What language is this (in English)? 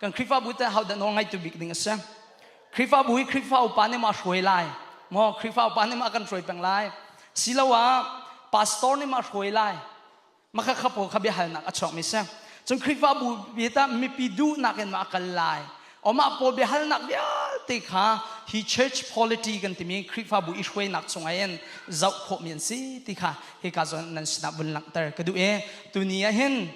Hakha Chin